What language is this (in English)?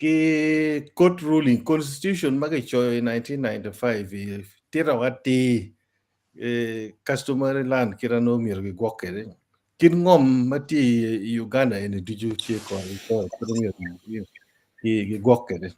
Acoli